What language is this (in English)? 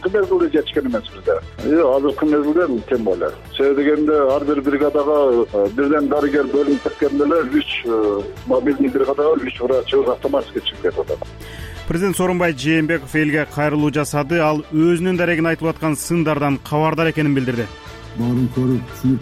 Kyrgyz